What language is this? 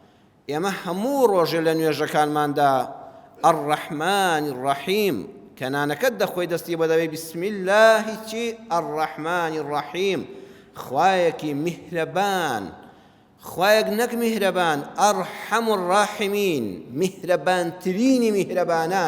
Central Kurdish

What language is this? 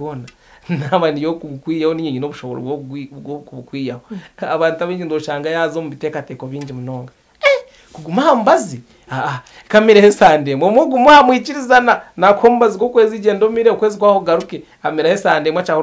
Nyankole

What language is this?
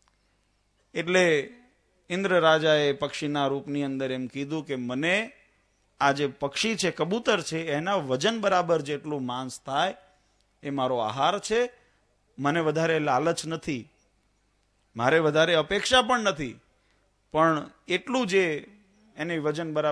Gujarati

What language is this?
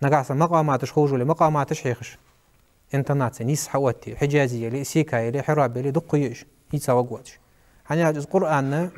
Ingush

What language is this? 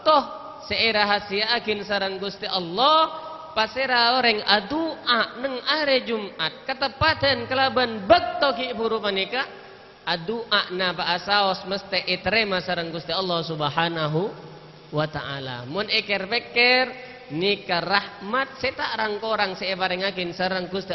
Madurese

